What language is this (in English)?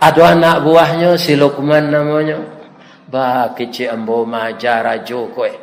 Minangkabau